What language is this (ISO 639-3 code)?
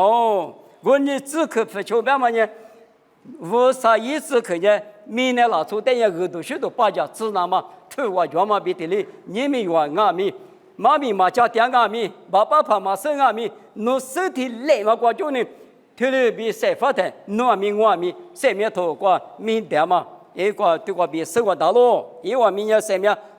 lis